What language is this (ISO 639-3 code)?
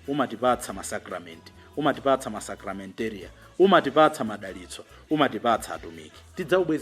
nya